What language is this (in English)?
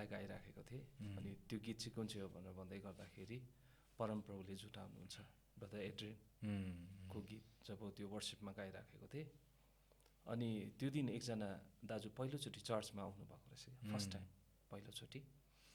Nepali